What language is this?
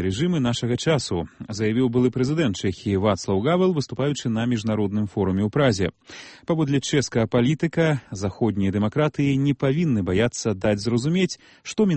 Belarusian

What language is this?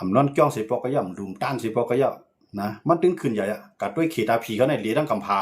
Shan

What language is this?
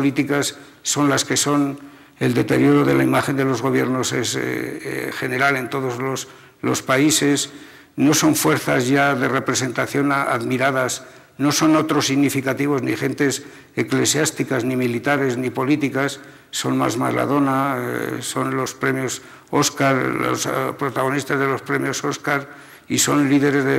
Spanish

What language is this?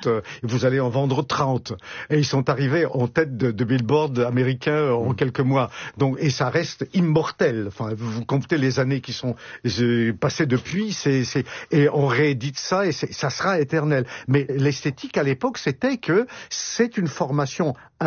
French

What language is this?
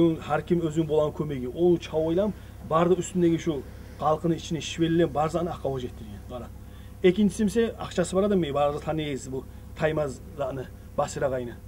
Kumyk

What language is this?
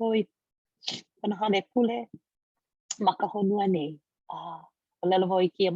Hawaiian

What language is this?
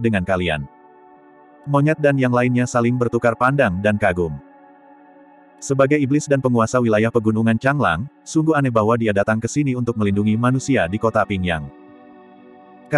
Indonesian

